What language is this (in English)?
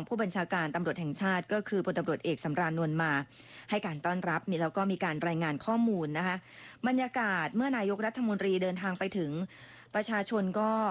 Thai